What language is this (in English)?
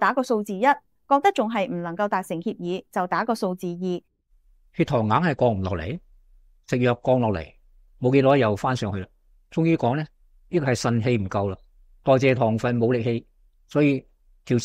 Cantonese